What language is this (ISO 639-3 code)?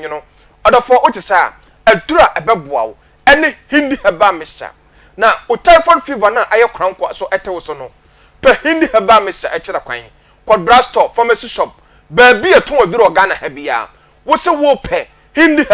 aka